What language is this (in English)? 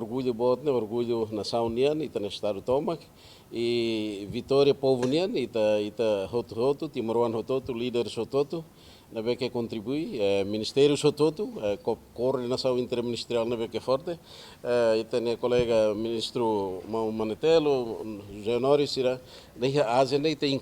Tetum